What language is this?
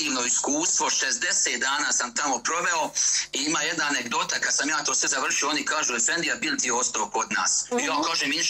Bosnian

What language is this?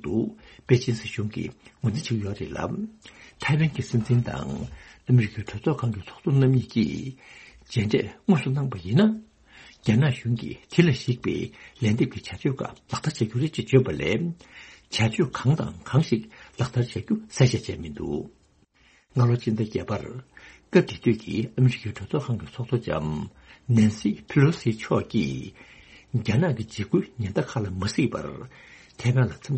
Tibetan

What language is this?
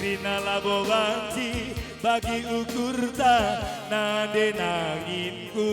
Batak Karo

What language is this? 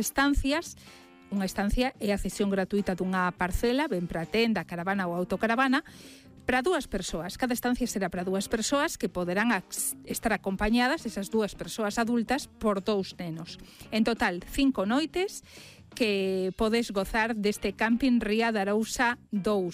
Galician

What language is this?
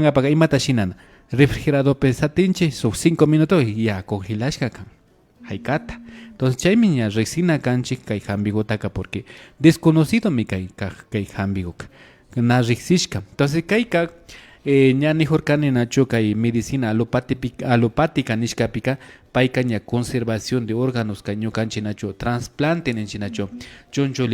Imbabura Highland Quichua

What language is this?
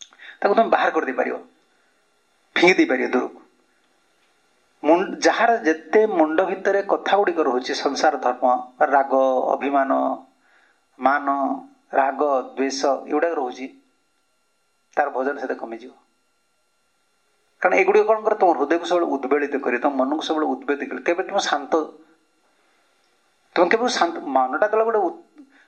Odia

